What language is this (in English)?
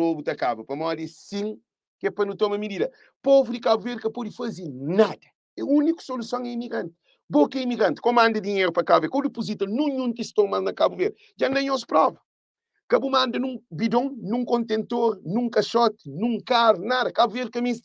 Kabuverdianu